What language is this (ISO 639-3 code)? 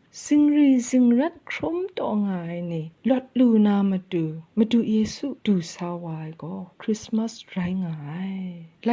kac